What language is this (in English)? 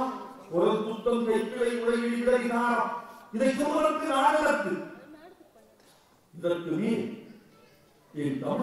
Tamil